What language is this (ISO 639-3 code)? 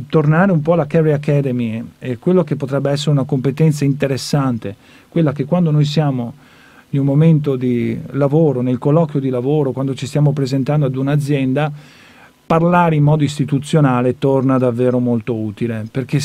ita